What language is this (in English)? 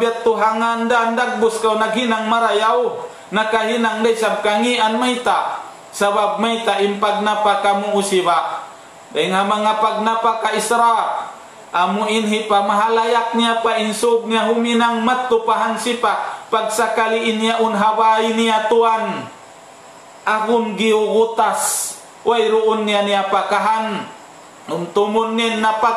Tausug